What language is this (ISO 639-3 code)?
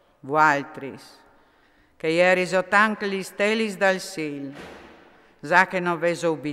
fur